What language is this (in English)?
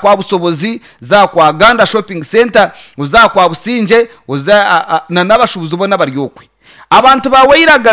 Nyankole